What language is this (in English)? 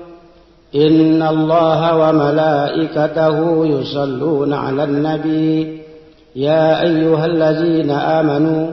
Minangkabau